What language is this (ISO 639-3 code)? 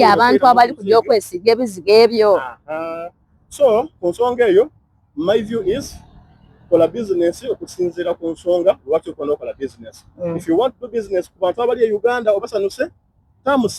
xog